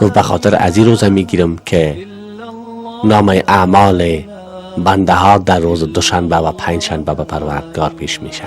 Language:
Persian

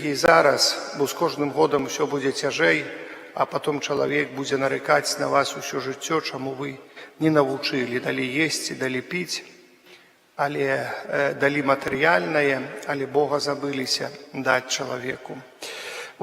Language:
Belarusian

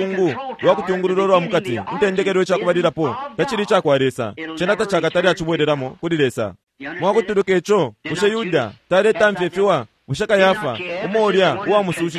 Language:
Bemba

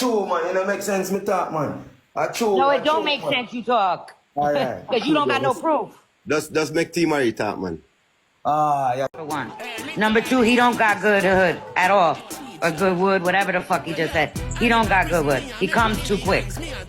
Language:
Jamaican Creole English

